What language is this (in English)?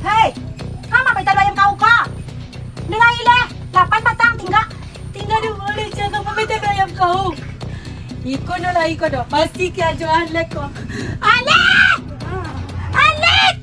Minangkabau